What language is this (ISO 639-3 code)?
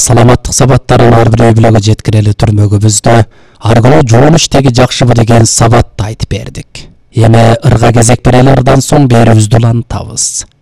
kir